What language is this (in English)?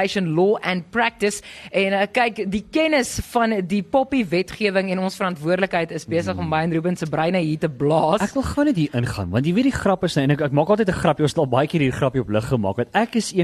Afrikaans